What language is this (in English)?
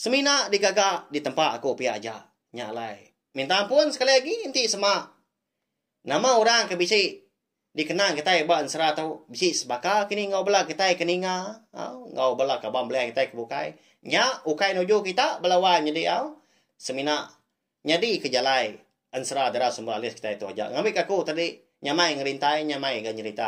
Iban